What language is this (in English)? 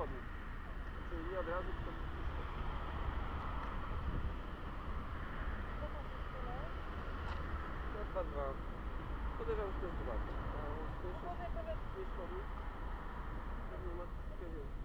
Polish